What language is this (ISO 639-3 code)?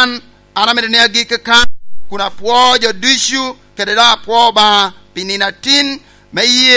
laj